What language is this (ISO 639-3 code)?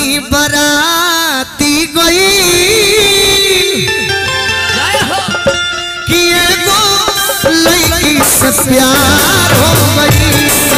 bho